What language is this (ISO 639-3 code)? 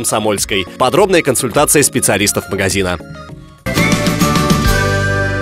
rus